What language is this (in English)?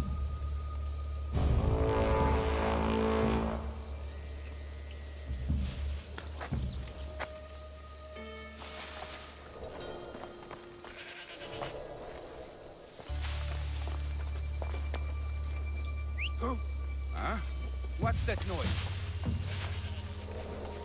English